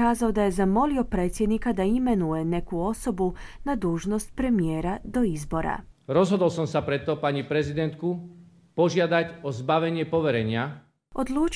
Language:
Croatian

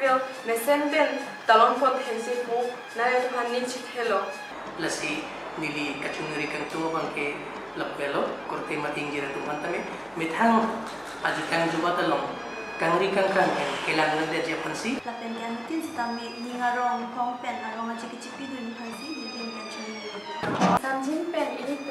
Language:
Karbi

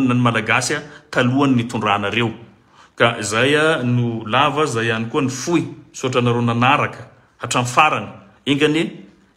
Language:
Malagasy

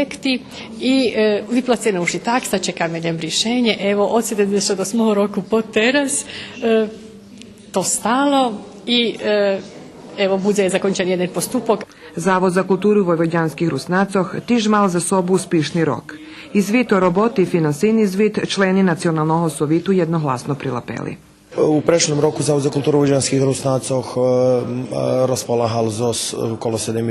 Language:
Rusyn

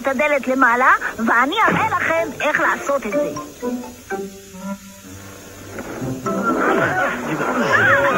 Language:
Hebrew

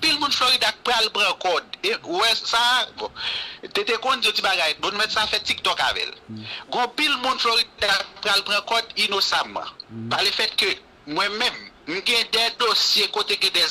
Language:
Haitian Creole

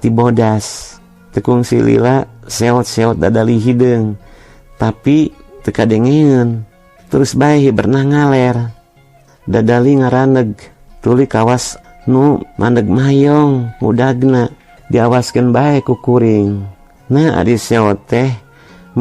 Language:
Sundanese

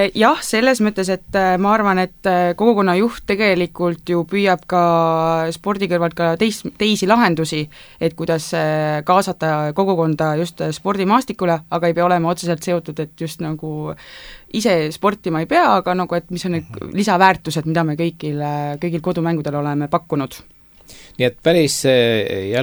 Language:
Estonian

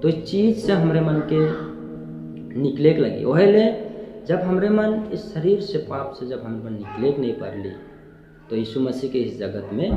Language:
Sadri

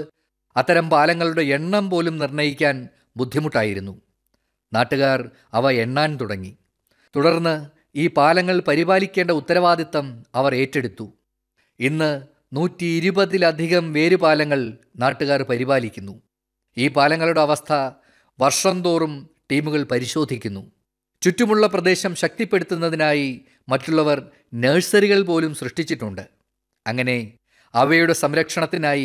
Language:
Malayalam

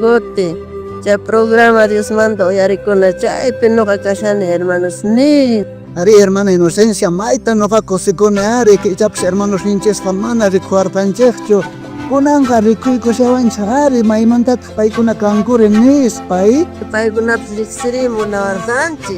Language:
South Bolivian Quechua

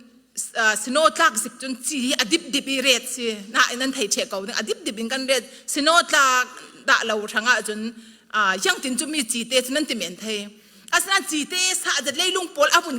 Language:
Falam Chin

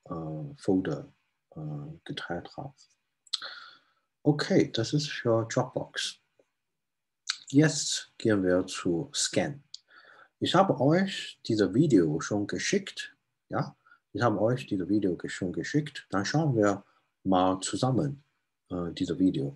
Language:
German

